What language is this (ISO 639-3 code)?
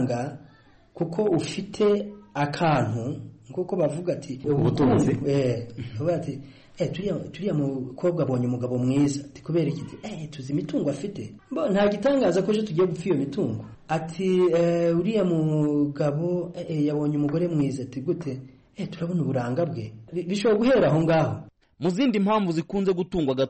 kin